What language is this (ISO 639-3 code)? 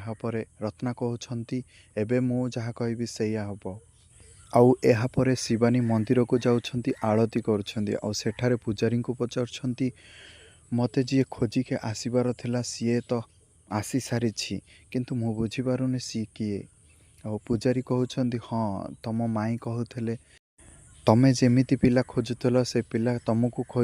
ori